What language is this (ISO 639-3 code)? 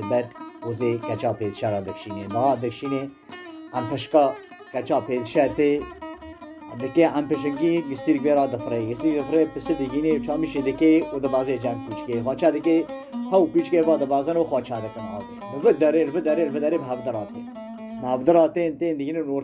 kur